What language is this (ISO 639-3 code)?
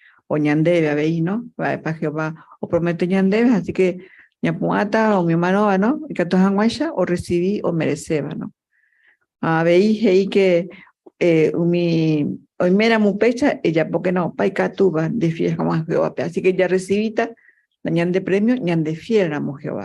grn